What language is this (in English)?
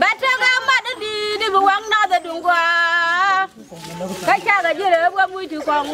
Nuer